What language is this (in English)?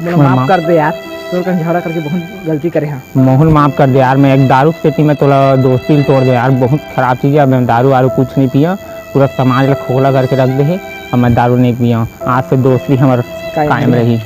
Chhattisgarhi